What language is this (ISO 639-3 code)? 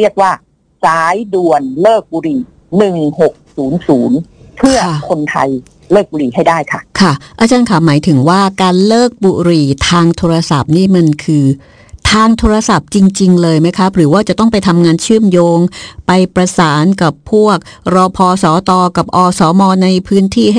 tha